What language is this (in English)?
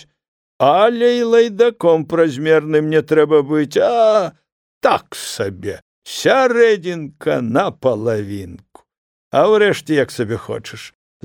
Belarusian